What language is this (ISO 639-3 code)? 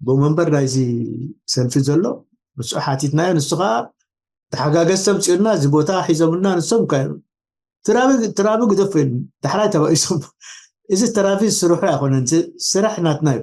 tir